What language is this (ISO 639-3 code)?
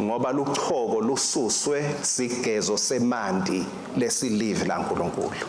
ssw